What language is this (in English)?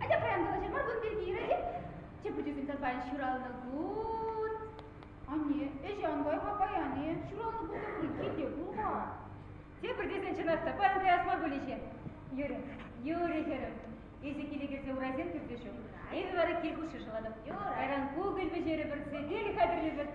Chuvash